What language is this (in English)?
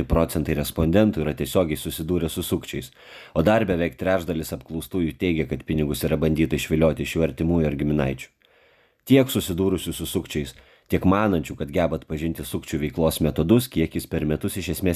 Lithuanian